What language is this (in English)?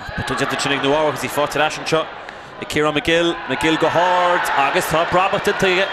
Irish